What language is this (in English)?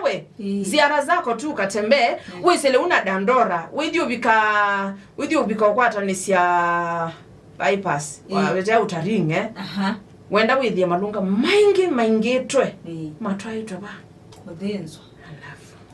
Kamba